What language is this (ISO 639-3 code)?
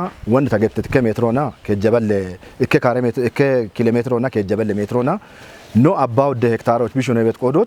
kbr